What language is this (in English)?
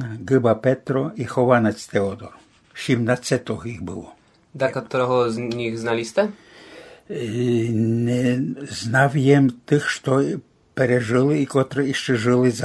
Rusyn